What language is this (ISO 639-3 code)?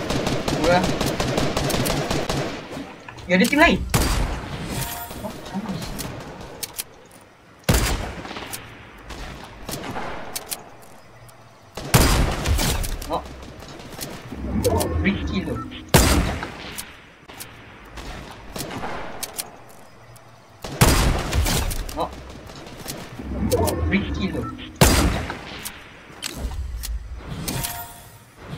msa